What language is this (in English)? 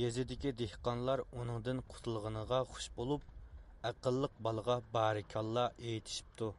Uyghur